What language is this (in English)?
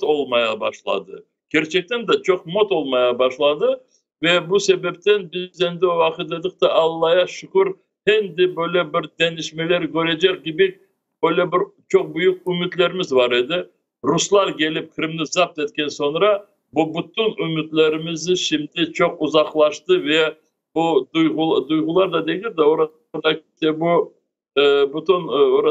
Crimean Tatar